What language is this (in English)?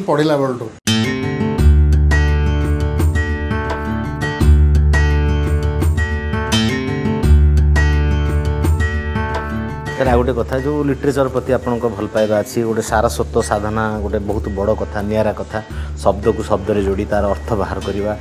Odia